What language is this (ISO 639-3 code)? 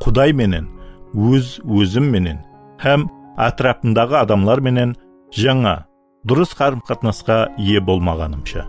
kaa